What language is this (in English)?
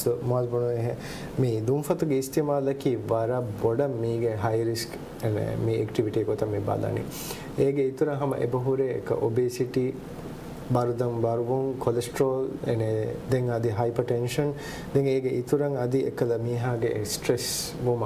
Divehi